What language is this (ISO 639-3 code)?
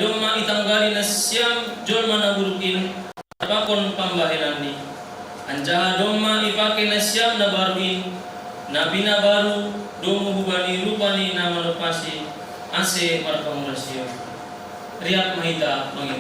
bts